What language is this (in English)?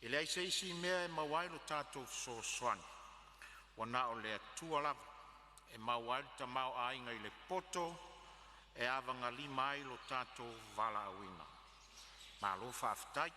Samoan